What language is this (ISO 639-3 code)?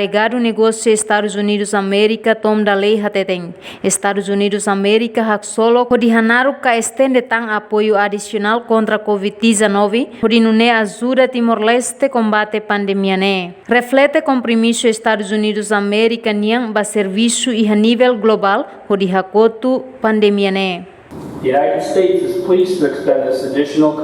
tet